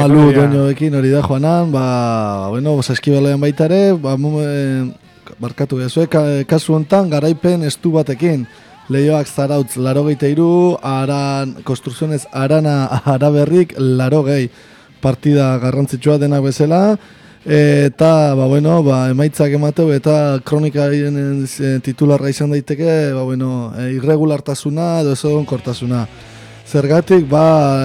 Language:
Basque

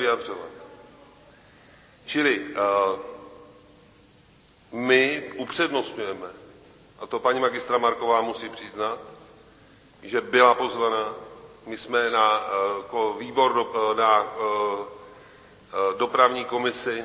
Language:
Czech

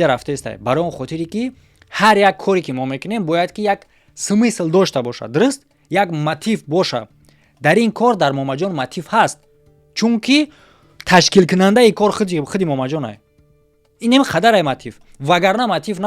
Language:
Tajik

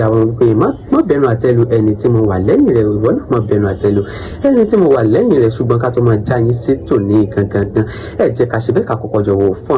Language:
Yoruba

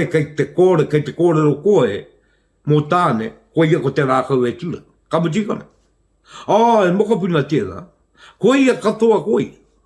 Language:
Māori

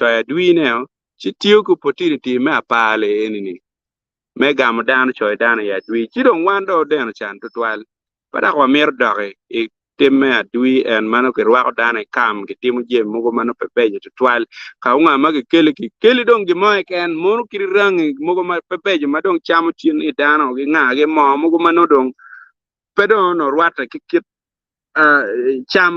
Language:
Acoli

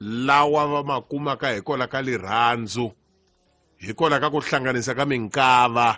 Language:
Tsonga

